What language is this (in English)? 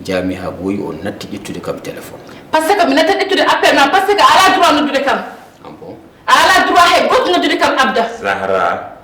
Fula